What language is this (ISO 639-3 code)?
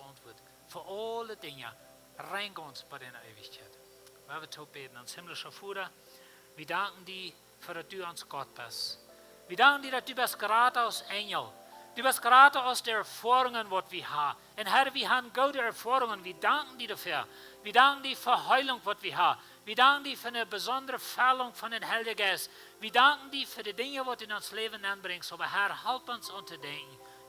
pdt